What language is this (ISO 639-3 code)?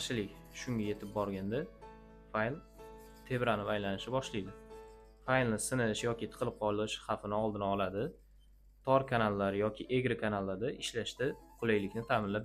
uzb